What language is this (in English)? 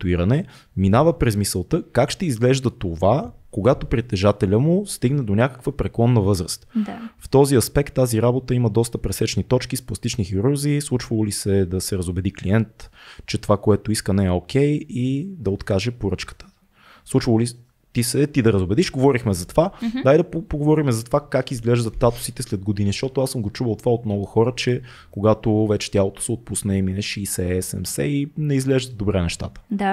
Bulgarian